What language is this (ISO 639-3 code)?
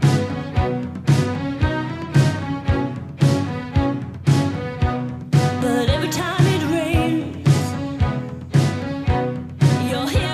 pol